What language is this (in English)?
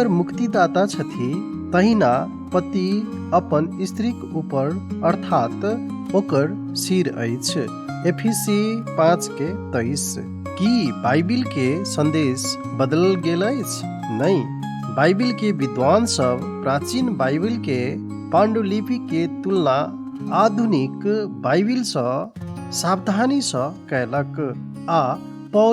Maithili